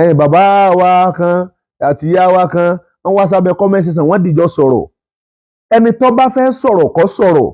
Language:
Yoruba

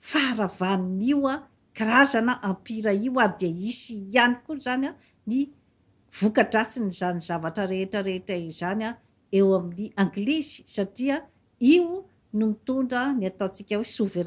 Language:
Malagasy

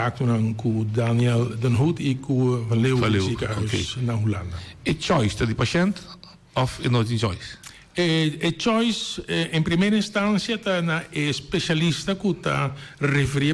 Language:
Papiamento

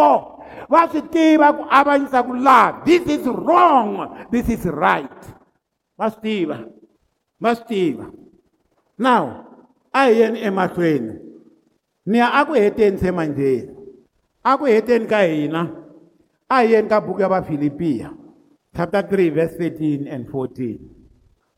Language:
Tsonga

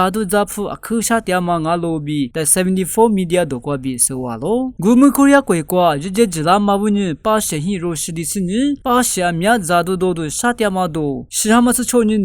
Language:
Lisu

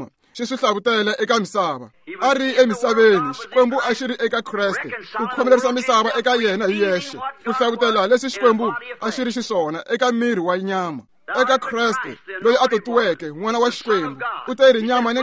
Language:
Tsonga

